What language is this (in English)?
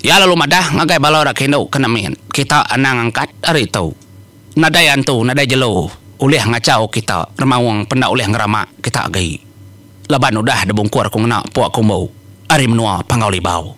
Iban